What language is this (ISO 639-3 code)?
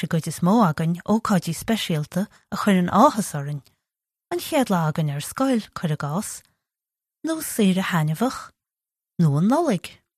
gle